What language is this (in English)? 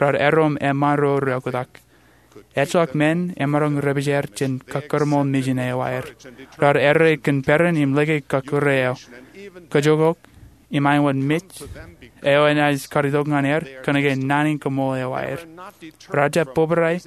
Marshallese